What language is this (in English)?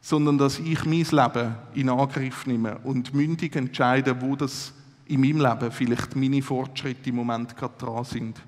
Swiss German